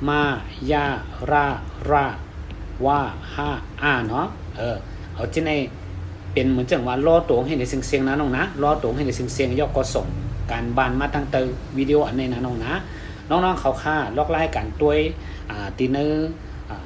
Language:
Shan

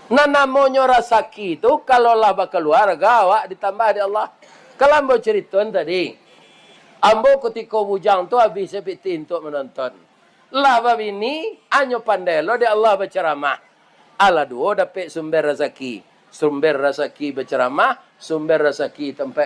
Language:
Minangkabau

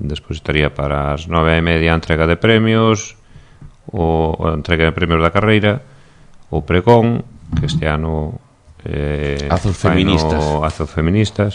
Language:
Galician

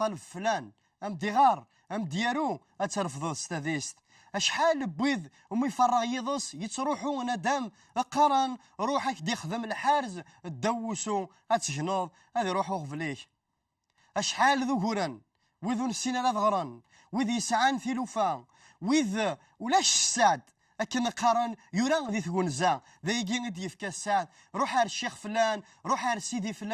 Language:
Kabyle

